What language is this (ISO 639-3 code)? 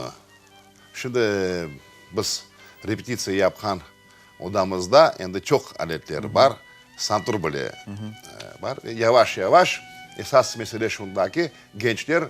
crh